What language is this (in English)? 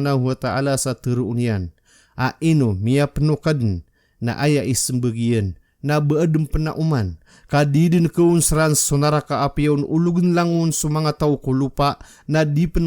Maranao